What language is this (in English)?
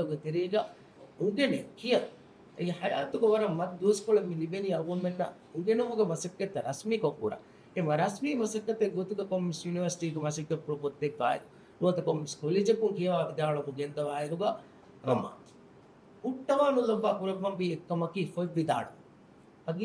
Divehi